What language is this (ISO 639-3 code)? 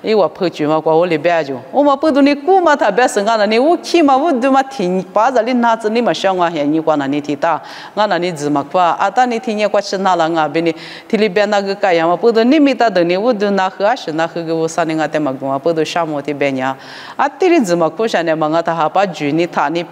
lis